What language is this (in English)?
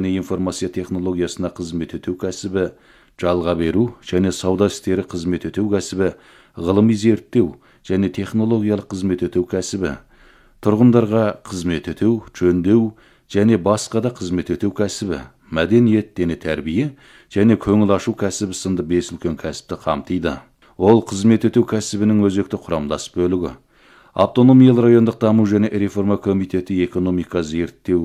Kazakh